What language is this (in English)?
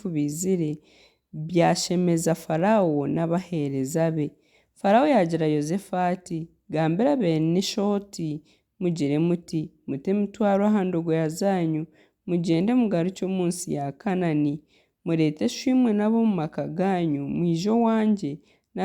Nyankole